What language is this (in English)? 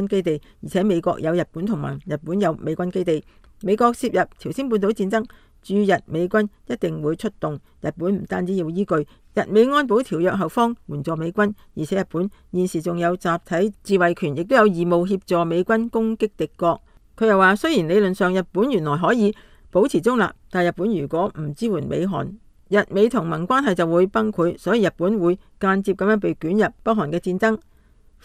Cantonese